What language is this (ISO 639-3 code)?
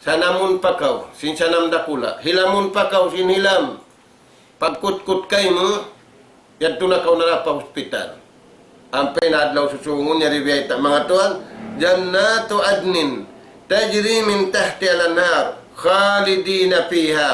tsg